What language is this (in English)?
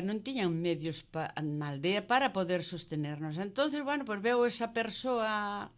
Galician